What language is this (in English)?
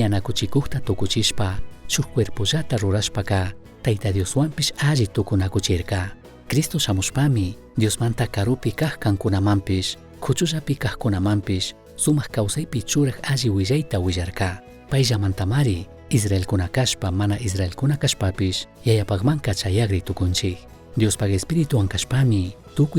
Chimborazo Highland Quichua